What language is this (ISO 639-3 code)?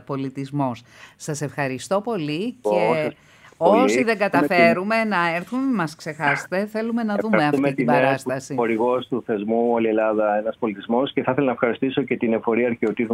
ell